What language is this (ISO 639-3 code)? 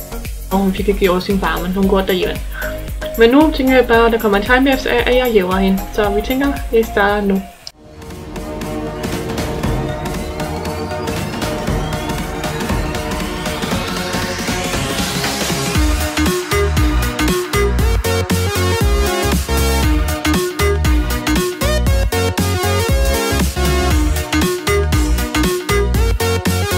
dan